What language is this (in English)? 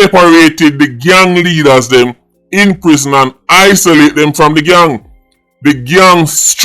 Jamaican Creole English